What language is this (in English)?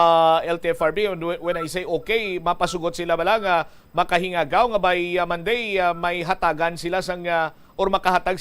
Hiligaynon